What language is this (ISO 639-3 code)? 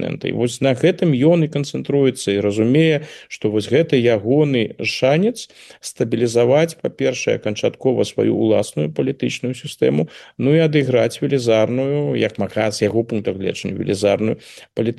bel